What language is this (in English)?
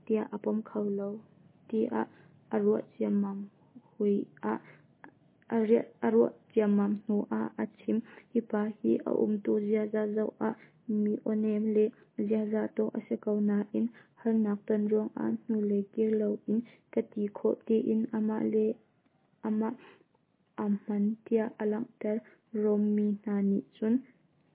Hakha Chin